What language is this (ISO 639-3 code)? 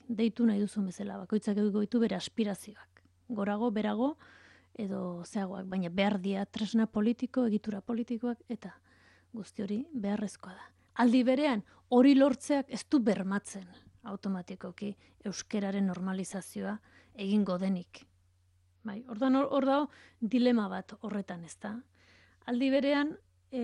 eus